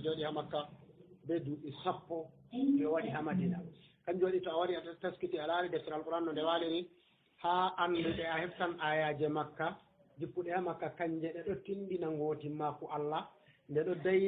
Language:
Fula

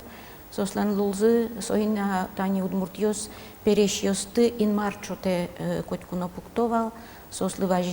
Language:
Udmurt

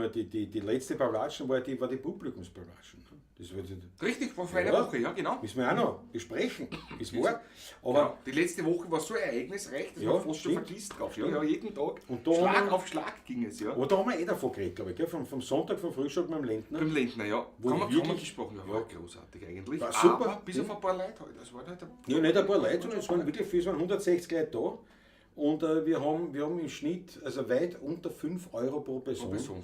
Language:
Bavarian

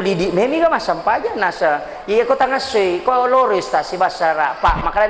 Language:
Buginese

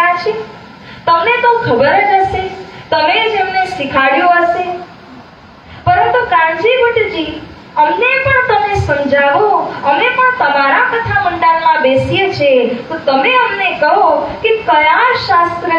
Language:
Gujarati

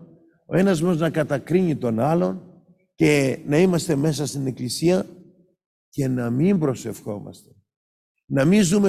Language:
Greek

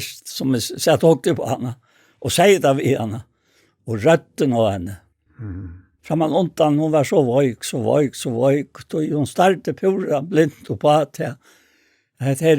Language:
Faroese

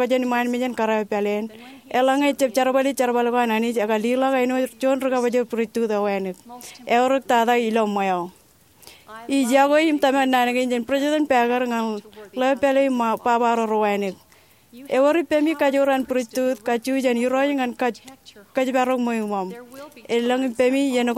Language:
Marshallese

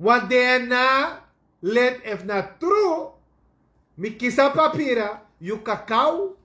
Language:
Sranan Tongo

